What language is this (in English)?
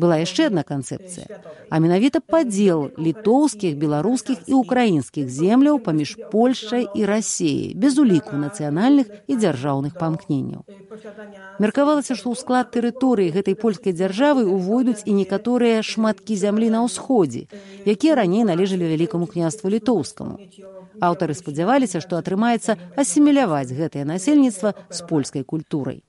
Belarusian